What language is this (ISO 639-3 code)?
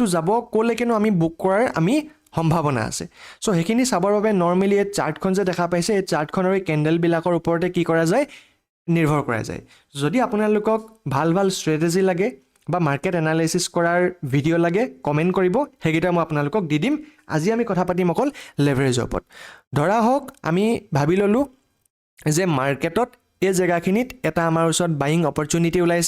asm